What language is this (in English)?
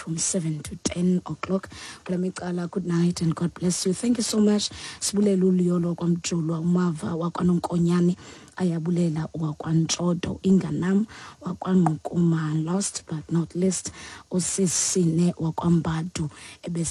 Xhosa